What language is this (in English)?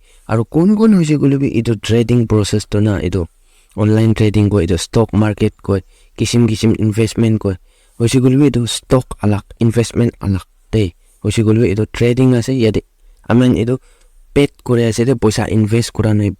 Naga Pidgin